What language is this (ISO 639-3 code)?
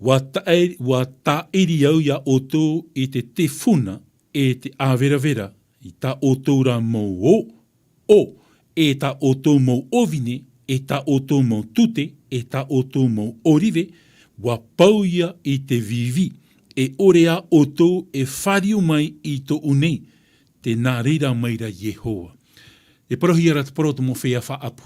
tah